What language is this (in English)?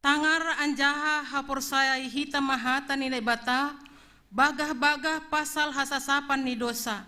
Batak Simalungun